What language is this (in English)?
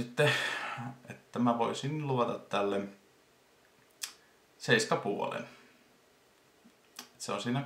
Finnish